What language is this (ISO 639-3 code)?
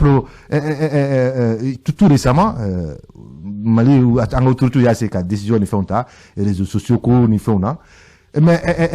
bam